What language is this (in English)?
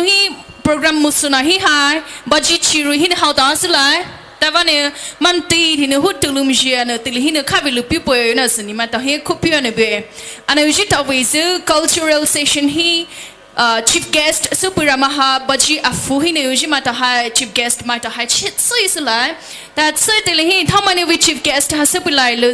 Poumei Naga